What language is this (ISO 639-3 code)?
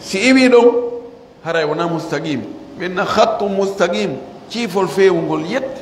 fuf